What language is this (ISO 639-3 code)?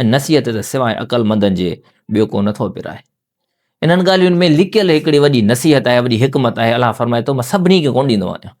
snd